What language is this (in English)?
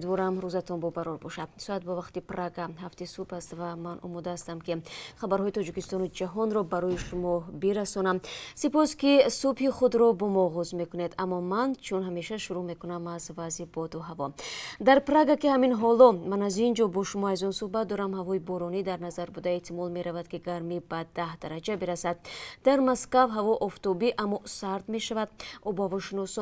Tajik